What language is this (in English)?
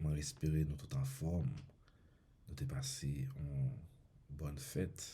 Haitian Creole